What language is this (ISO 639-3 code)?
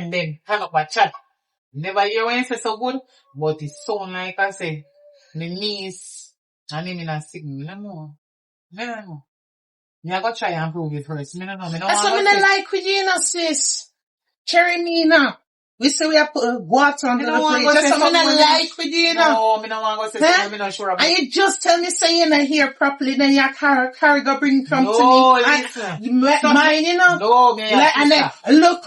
jam